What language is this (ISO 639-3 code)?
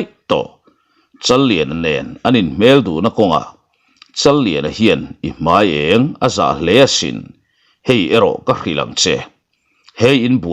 lus